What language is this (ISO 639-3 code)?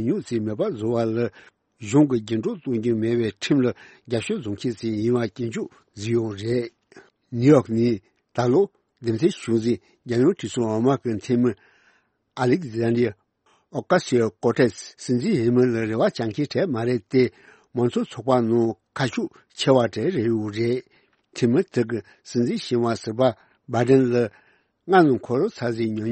bod